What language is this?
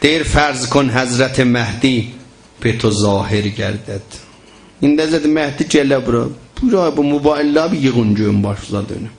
South Azerbaijani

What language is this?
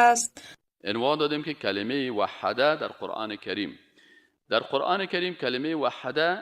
Persian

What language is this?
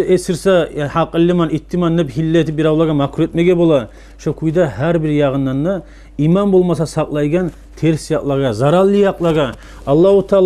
Kumyk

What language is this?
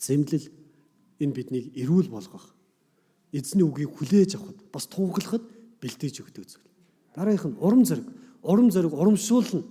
Mongolian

